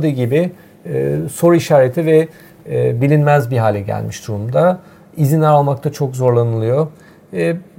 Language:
Turkish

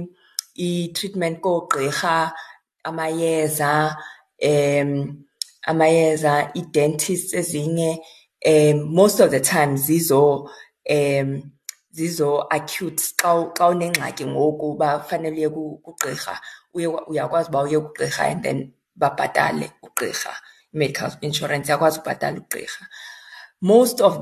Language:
Xhosa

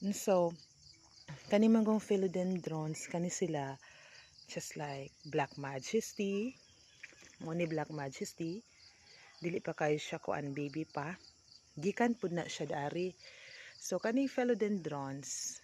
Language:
Cebuano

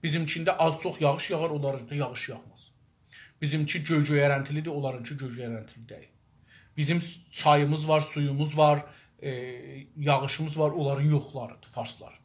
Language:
South Azerbaijani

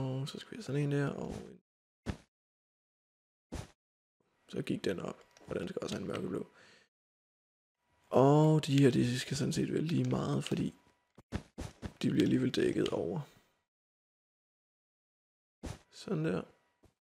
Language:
Danish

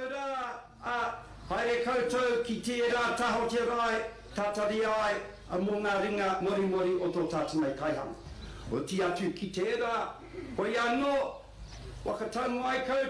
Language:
Māori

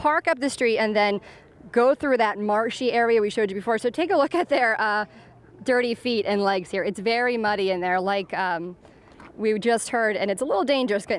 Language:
English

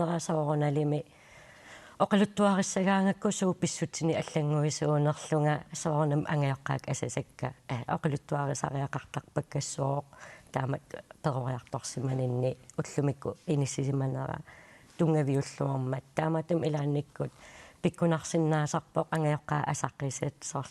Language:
Kalaallisut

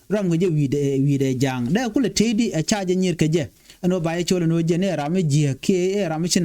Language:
Nuer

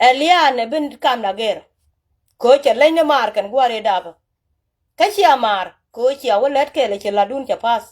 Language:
Nuer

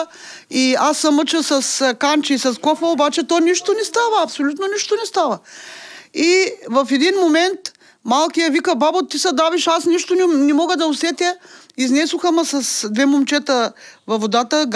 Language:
Bulgarian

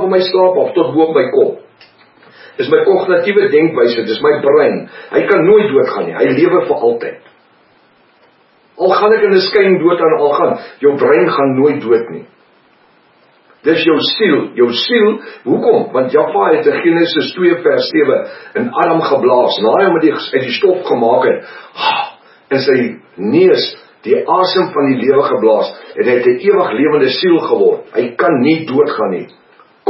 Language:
Afrikaans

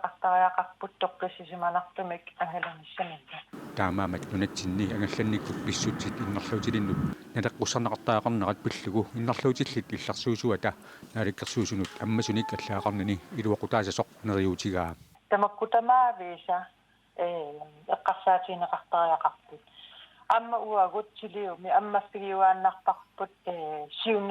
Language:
Kalaallisut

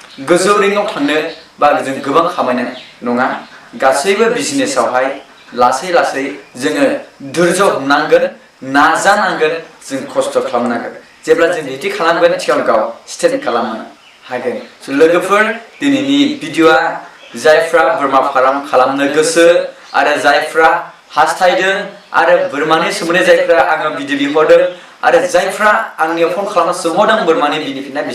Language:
Bodo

